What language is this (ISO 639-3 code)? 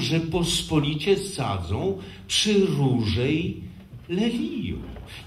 pol